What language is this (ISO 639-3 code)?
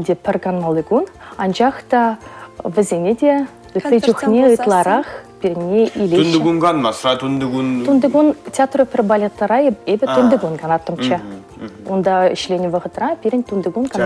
chv